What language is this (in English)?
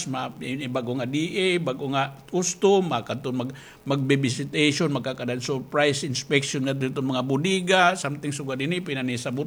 Waray